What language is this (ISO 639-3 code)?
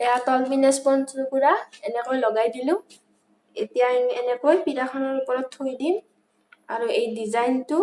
asm